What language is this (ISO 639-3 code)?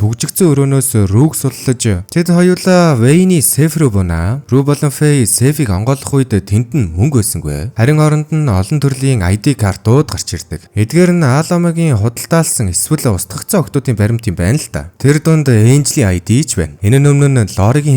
mon